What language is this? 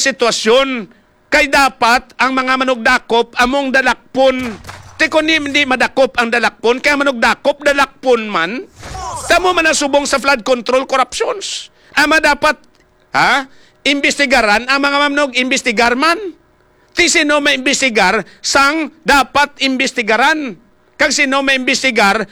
Hiligaynon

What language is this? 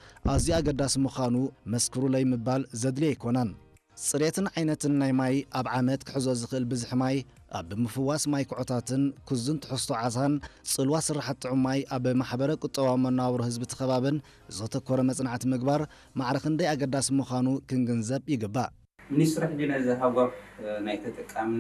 Tigrinya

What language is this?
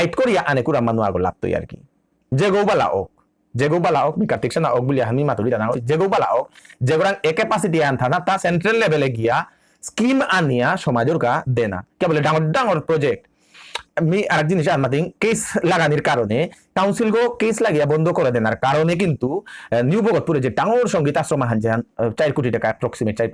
Bishnupriya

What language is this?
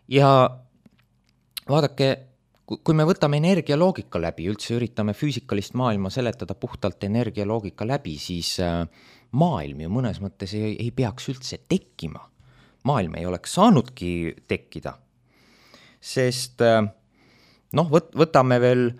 Estonian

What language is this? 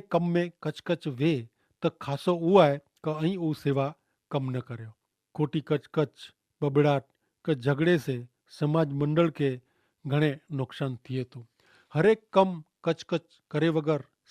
Kachhi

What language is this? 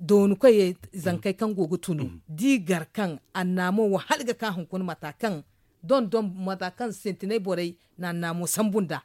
Zarma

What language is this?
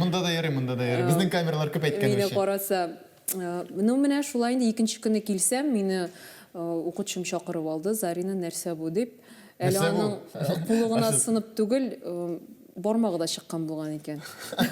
Tatar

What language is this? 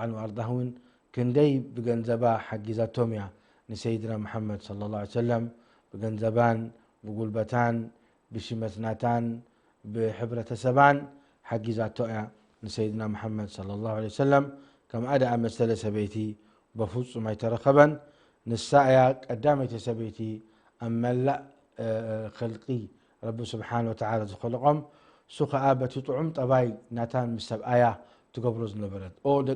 Tigrinya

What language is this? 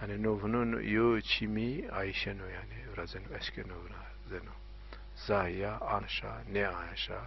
Zaza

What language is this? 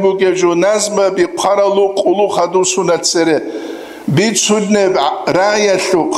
Avaric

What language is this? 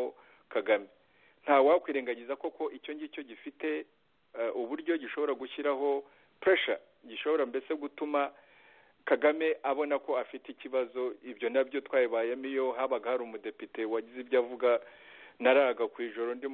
Kinyarwanda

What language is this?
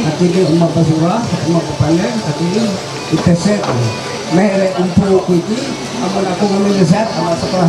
Ma'anyan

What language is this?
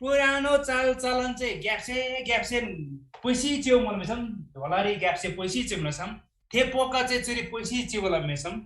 Eastern Tamang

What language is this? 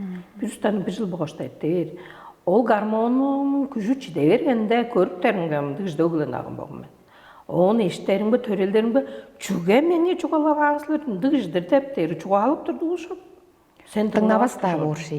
Tuvinian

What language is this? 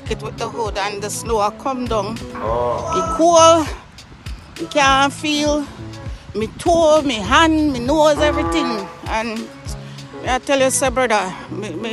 Jamaican Creole English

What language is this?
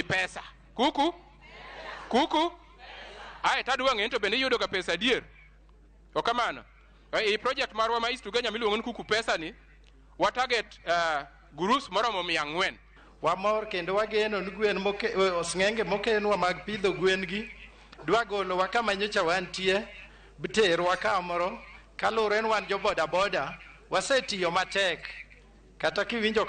Luo (Kenya and Tanzania)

